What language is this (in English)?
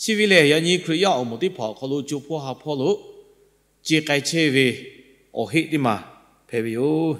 Lahu